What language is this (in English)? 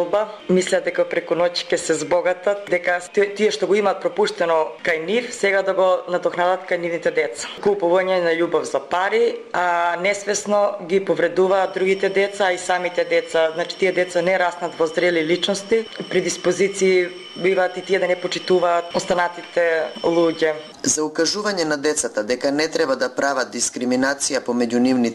Macedonian